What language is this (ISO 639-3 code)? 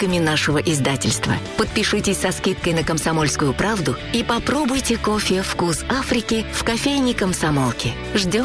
rus